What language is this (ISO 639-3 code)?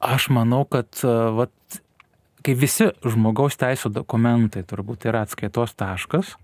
lit